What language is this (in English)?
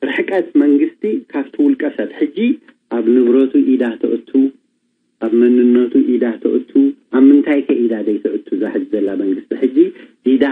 Tigrinya